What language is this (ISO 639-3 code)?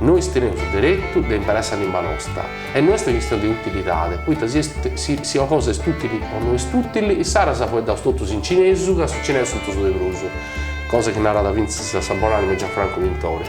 srd